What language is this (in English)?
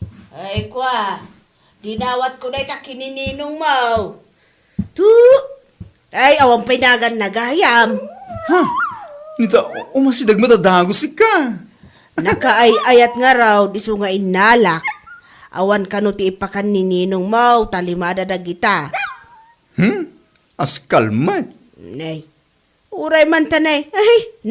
Iloko